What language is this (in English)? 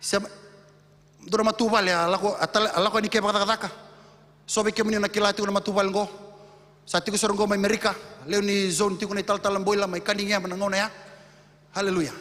Fijian